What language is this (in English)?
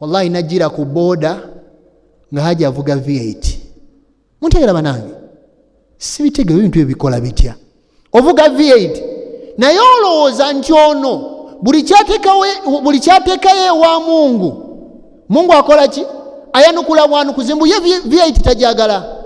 Ganda